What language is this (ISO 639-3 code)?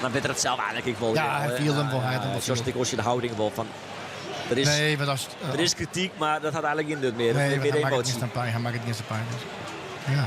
fry